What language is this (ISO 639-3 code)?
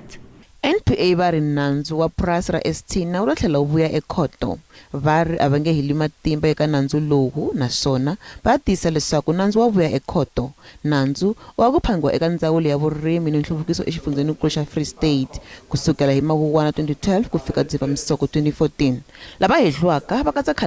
tso